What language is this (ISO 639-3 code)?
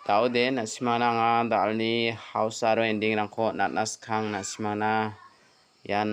grt